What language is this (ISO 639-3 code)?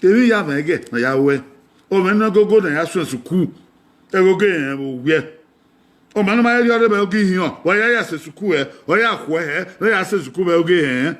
bin